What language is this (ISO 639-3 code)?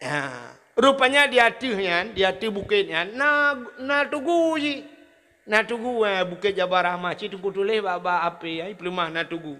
ace